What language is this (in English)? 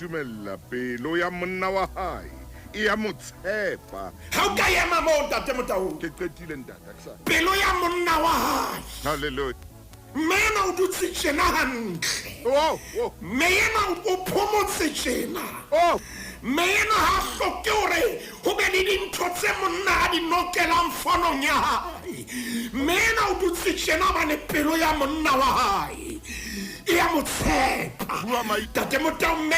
Southern Sotho